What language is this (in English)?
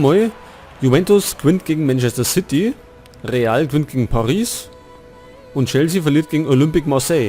Bavarian